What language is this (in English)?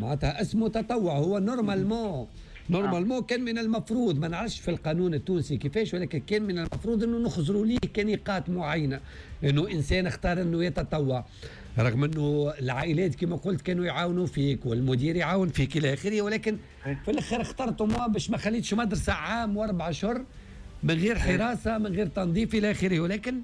Tunisian Arabic